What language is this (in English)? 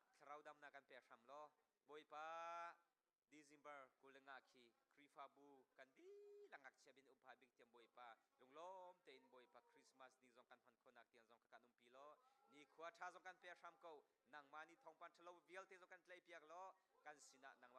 Hakha Chin